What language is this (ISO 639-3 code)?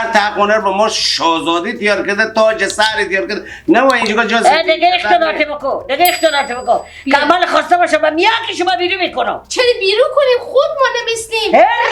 fas